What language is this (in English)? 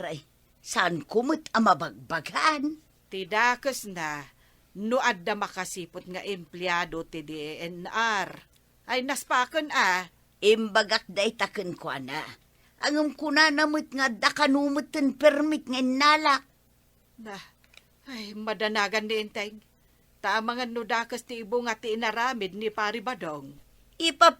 Iloko